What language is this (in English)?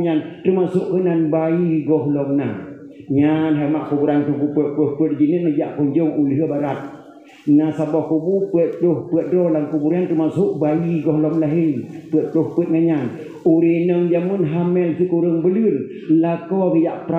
Achinese